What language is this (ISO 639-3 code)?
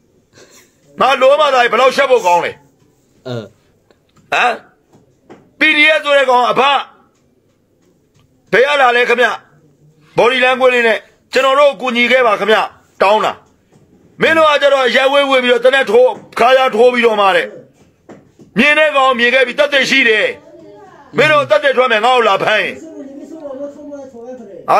mya